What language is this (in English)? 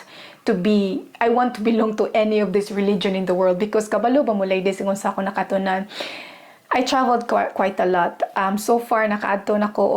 Cebuano